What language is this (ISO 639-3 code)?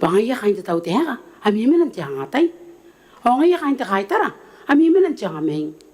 gil